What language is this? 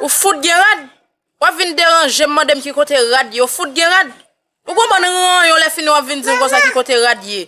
Haitian Creole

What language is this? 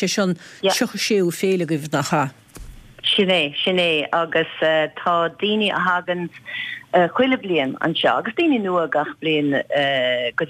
Irish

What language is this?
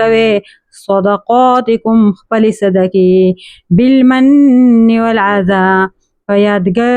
Pashto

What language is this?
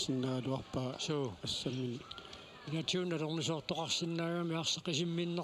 Kalaallisut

